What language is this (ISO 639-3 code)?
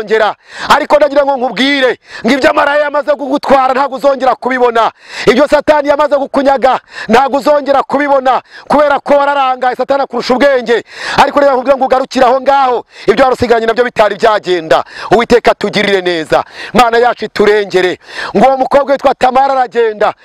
kin